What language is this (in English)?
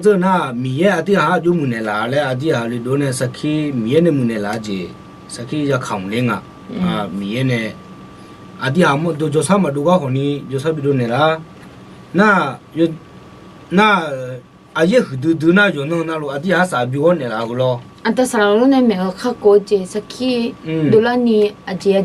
Akha